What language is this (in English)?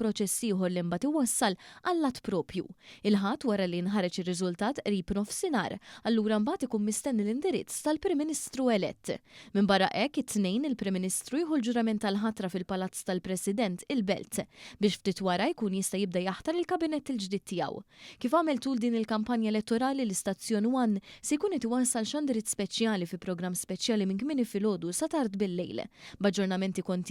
Maltese